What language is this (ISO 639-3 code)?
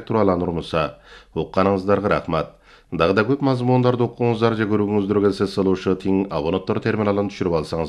kir